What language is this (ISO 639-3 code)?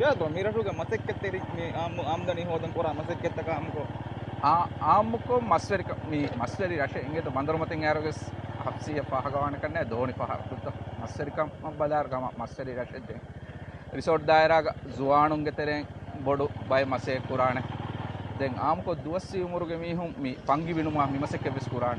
div